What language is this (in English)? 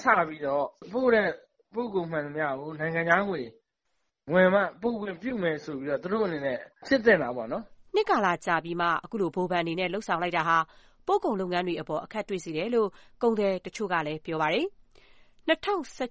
Burmese